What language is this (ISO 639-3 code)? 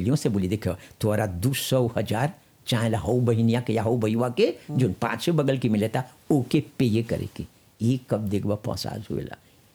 bho